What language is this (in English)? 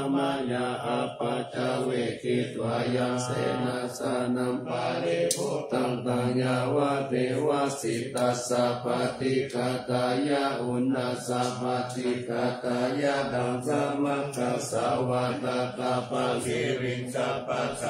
Pali